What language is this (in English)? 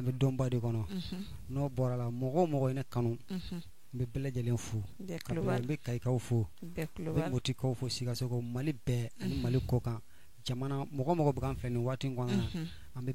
Bambara